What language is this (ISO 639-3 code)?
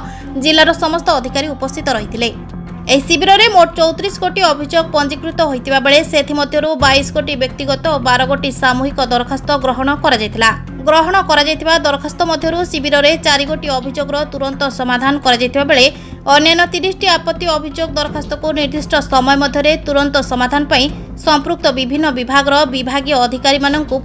ori